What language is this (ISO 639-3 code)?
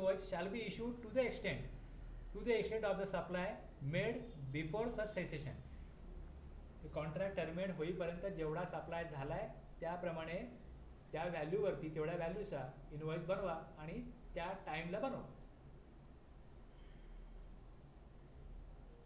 mar